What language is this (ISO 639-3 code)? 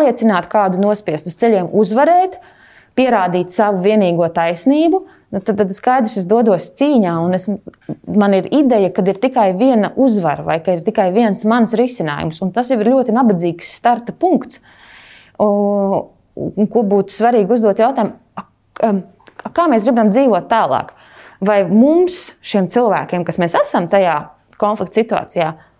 lav